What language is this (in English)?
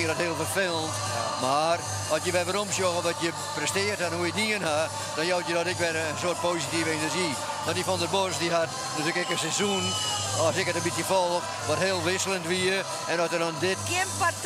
Western Frisian